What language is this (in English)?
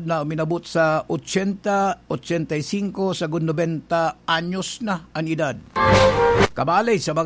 Bikol